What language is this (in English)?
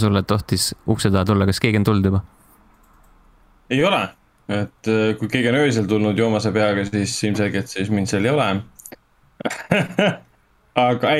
Estonian